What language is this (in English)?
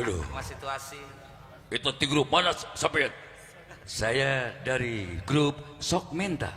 Sundanese